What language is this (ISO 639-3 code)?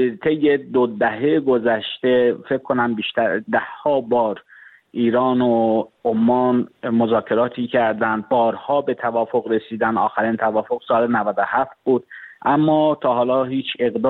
fas